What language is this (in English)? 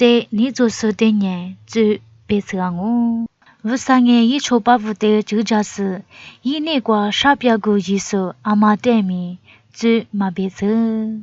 Lisu